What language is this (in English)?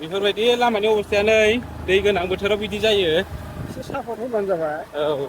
Bodo